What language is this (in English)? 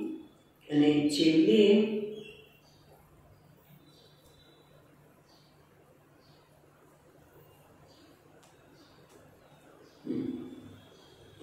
Gujarati